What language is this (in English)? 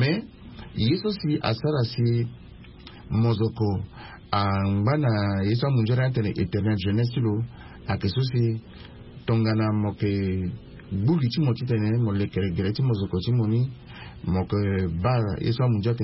Sango